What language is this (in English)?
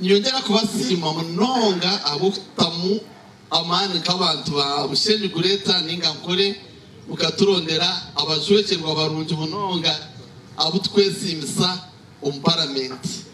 Nyankole